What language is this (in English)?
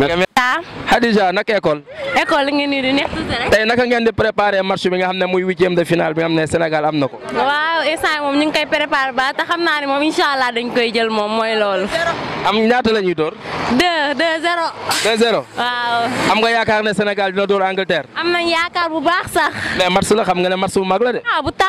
Wolof